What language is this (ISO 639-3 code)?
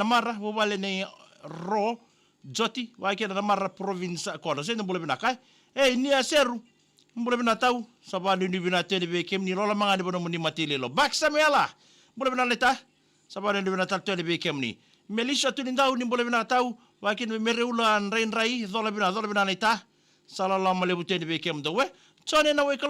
fij